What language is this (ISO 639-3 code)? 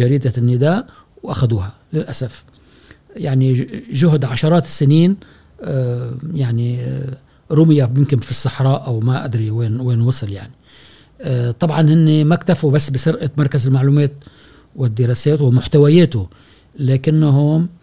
afb